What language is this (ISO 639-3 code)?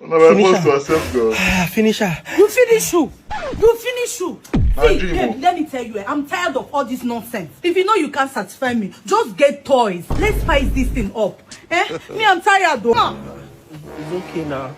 pcm